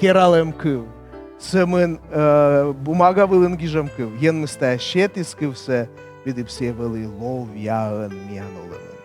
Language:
Komi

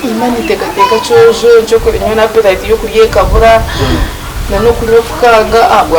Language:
Nyankole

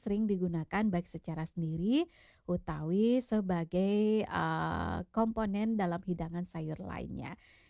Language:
Balinese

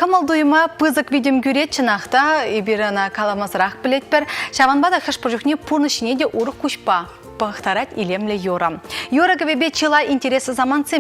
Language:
Chuvash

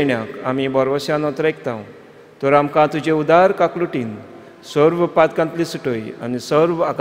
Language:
Konkani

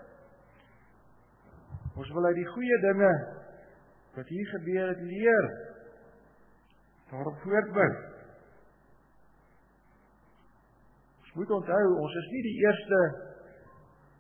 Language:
Afrikaans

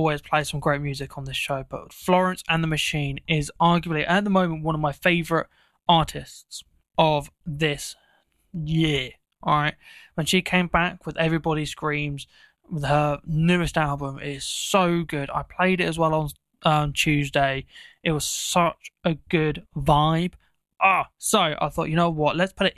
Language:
English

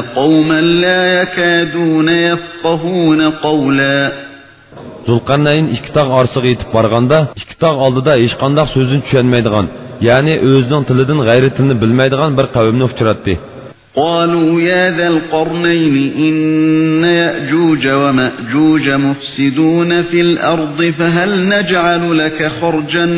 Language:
Uyghur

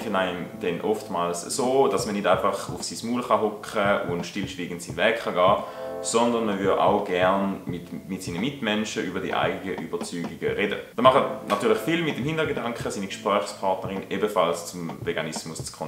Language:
Swiss German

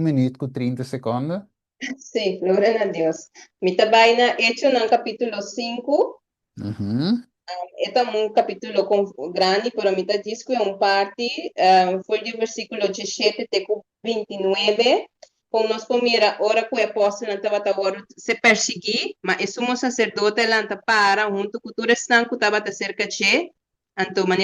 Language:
Papiamento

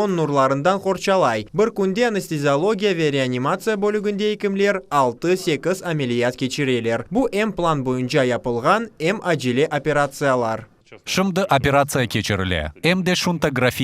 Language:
Crimean Tatar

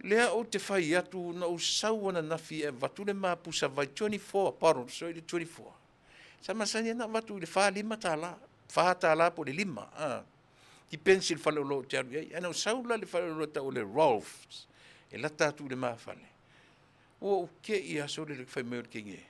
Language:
Samoan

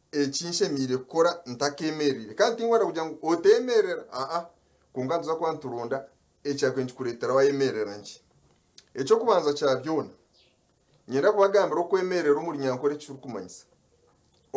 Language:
Nyankole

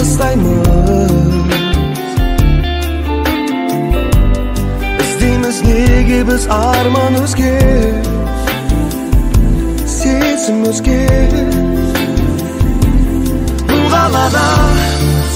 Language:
Kazakh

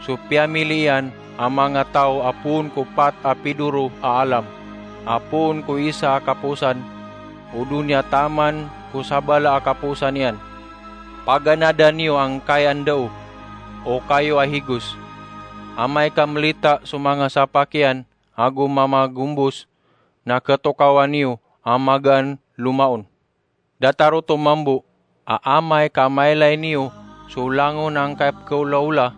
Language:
Maranao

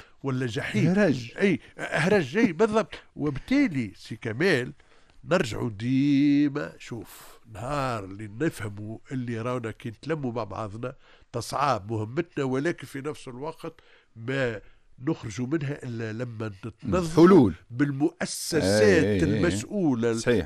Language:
Tunisian Arabic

